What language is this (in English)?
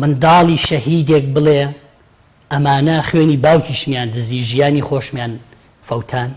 Central Kurdish